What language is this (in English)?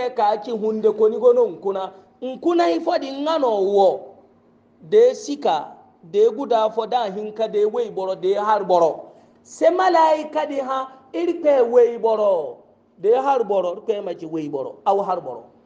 Hausa